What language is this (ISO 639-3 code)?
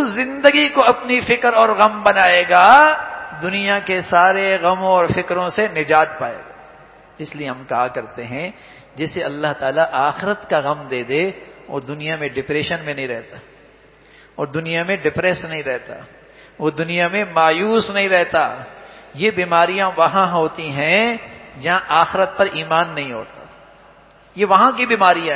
urd